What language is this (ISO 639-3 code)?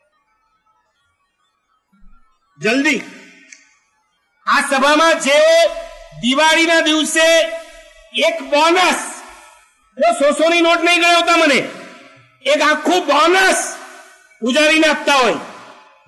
guj